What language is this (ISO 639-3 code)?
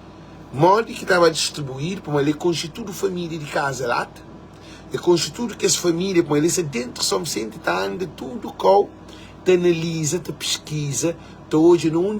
kea